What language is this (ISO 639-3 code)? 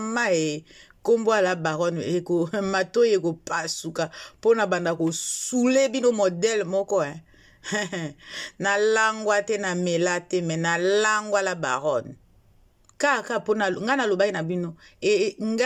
lin